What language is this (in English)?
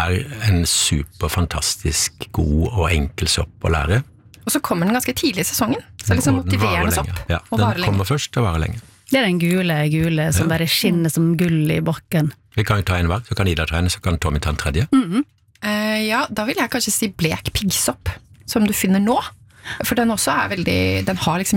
Norwegian